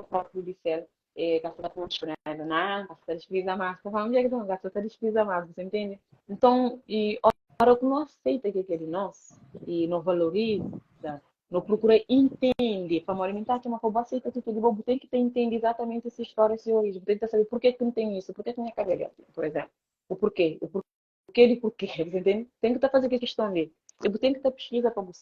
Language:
Kabuverdianu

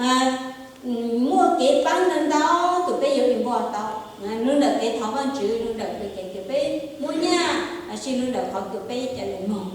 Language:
Hmong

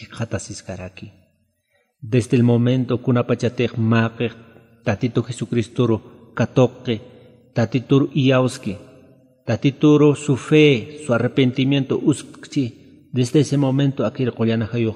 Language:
Aymara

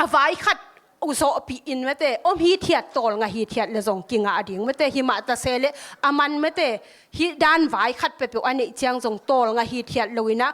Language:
Tedim Chin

